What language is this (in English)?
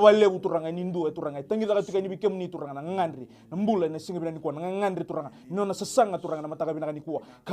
Fijian